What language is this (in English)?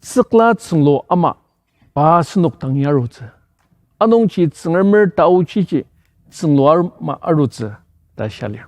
Ao Naga